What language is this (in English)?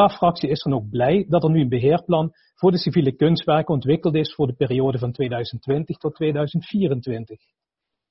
Dutch